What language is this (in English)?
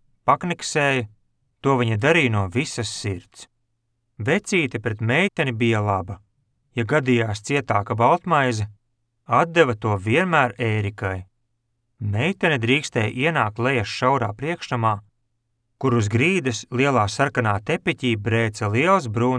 Latvian